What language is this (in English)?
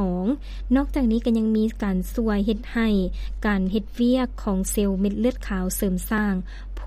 Lao